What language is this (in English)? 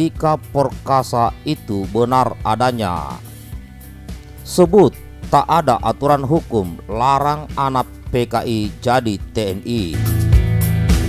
Indonesian